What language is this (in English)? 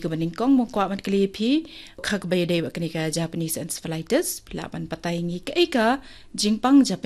Khasi